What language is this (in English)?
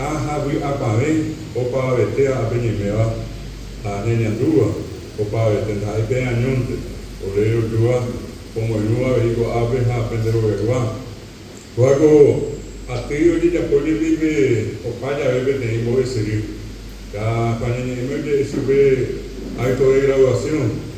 Guarani